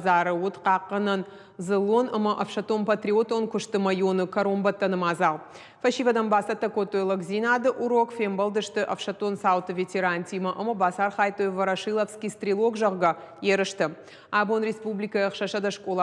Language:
Ossetic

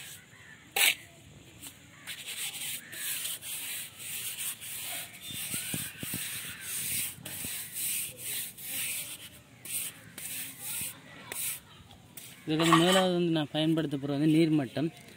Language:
Tamil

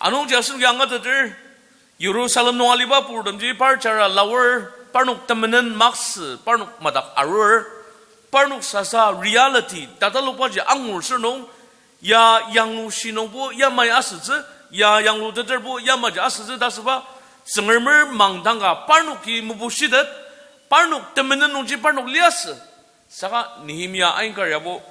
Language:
Ao Naga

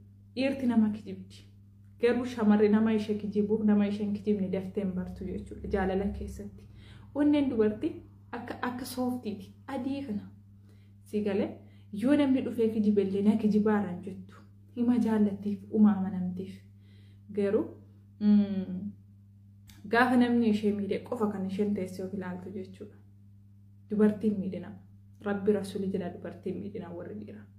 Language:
Oromo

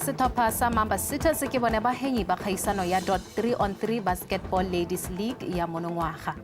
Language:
Tswana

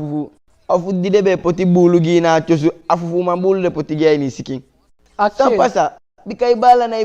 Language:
Eastern Maroon Creole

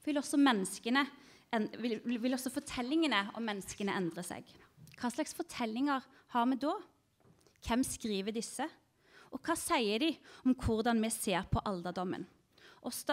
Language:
Norwegian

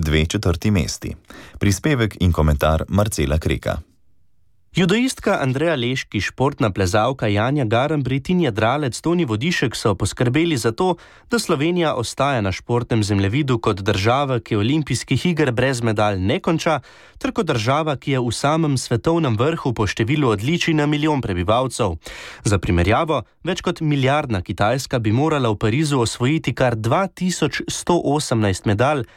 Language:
Slovenian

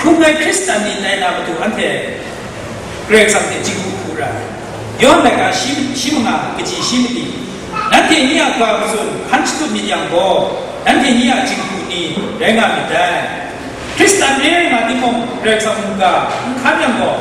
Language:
Kachin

